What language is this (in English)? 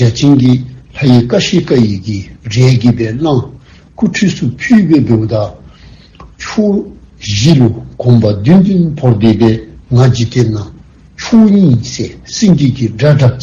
Dzongkha